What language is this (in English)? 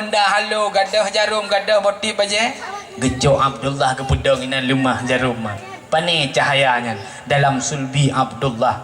Achinese